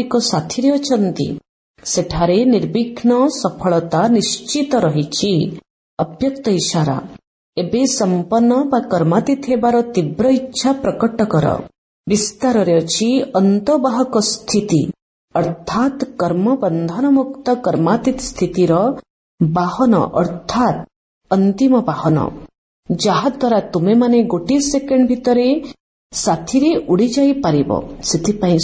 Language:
Odia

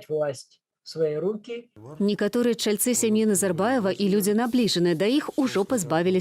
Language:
Belarusian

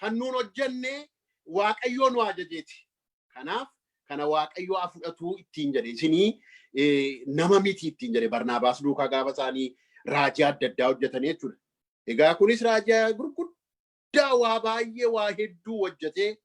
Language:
Oromo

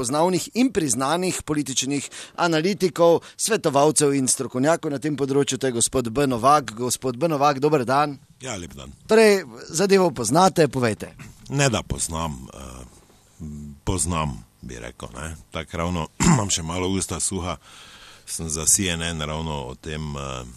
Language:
Slovenian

